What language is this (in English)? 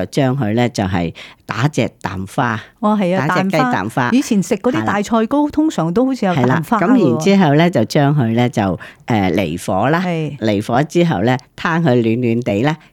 Cantonese